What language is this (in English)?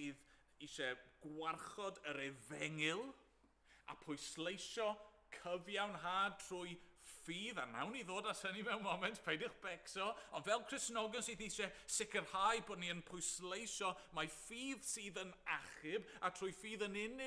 Welsh